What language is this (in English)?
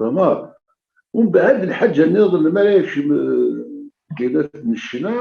Kabyle